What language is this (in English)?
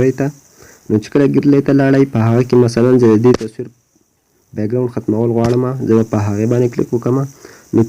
Pashto